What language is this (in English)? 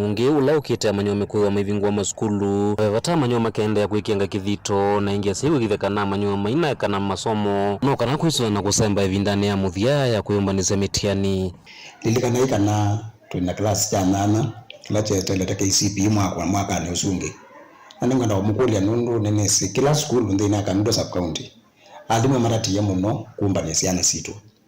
Kamba